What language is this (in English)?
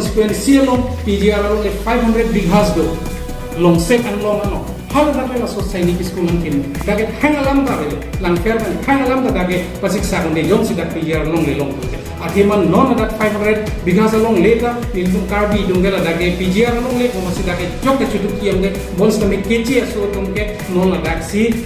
Karbi